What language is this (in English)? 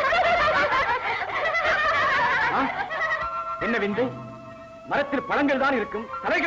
Tamil